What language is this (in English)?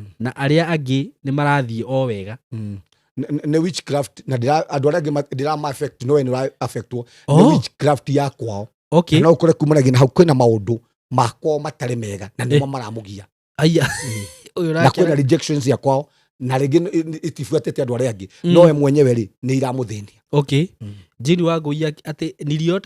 Kikuyu